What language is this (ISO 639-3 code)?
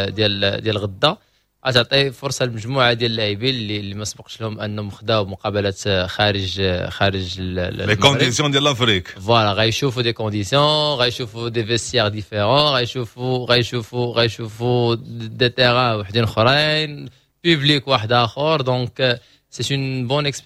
ary